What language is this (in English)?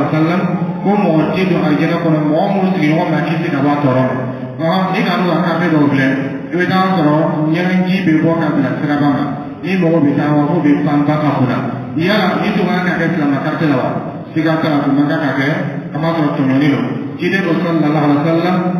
Dyula